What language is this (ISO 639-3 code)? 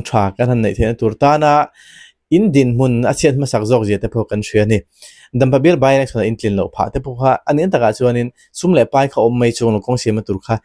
lus